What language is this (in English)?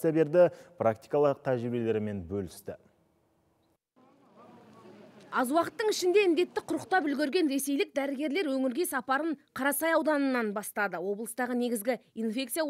Kazakh